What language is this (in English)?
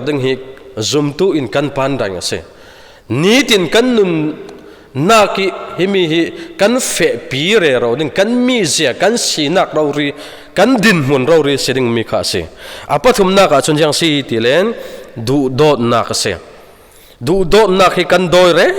Falam Chin